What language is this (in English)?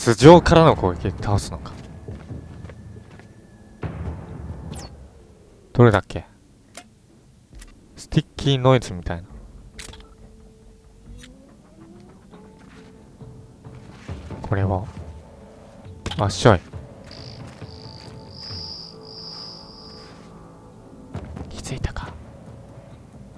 Japanese